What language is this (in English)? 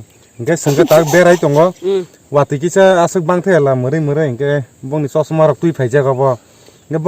Kok Borok